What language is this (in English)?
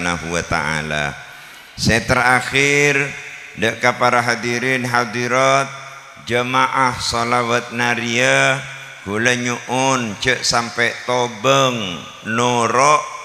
Madurese